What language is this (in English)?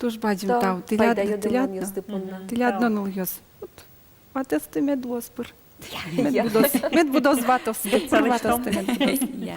Udmurt